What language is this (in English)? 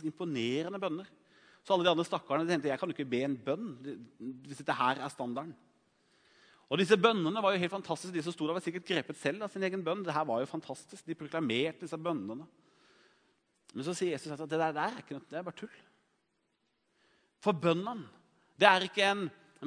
Norwegian